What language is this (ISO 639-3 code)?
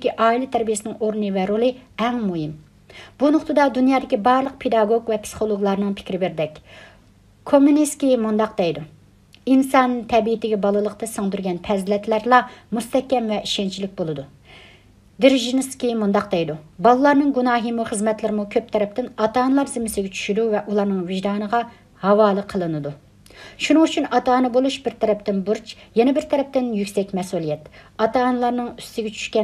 uig